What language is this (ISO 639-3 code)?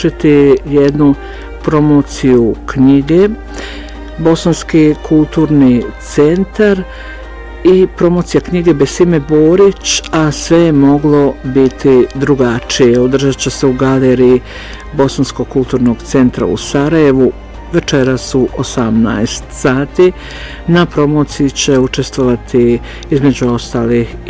bos